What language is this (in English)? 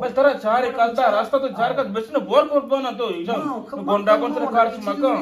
Eastern Balochi